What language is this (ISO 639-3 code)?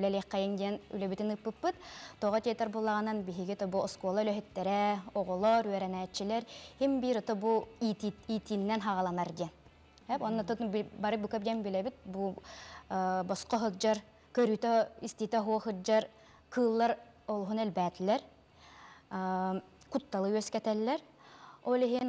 sah